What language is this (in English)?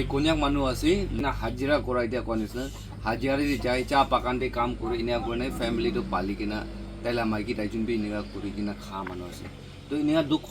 Naga Pidgin